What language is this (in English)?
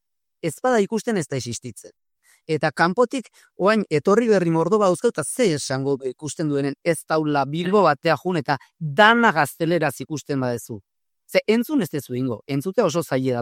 Basque